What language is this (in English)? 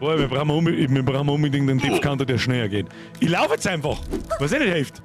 Bavarian